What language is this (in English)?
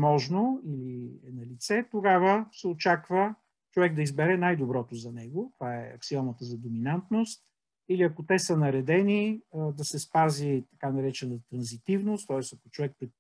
Bulgarian